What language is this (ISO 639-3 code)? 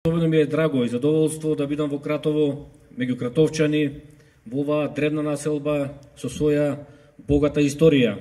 mkd